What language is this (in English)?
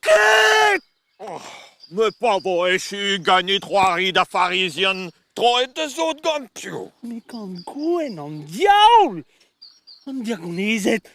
Breton